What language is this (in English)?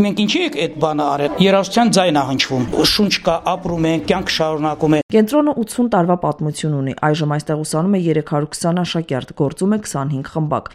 Armenian